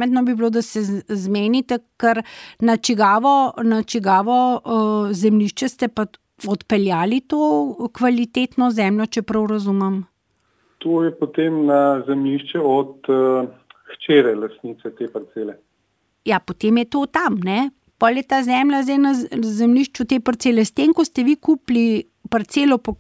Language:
Slovenian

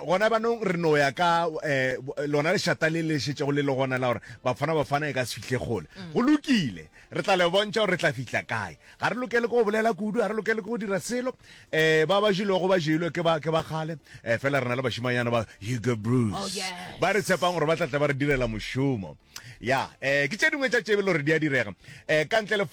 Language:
Northern Sotho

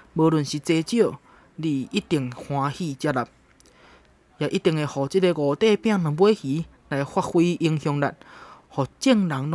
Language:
Min Nan Chinese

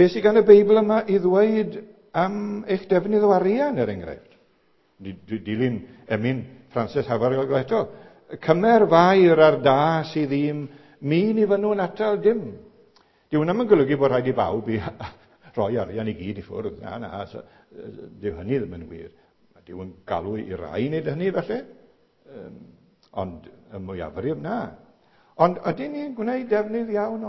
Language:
Welsh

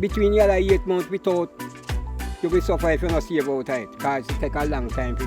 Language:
Jamaican Creole English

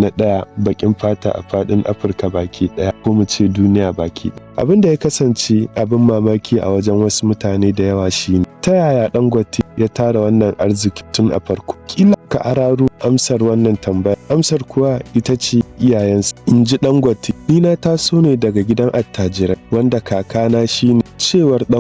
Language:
Hausa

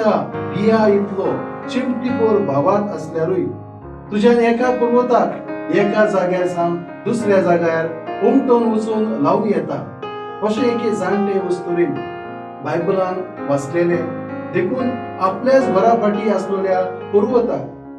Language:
Konkani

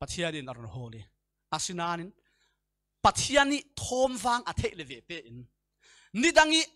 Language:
Falam Chin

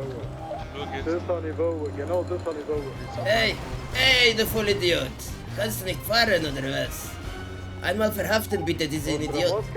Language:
Swiss German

